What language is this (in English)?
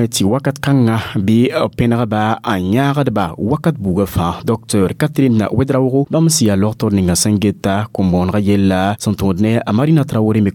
Mossi